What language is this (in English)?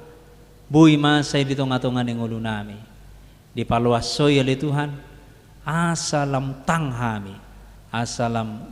Batak Toba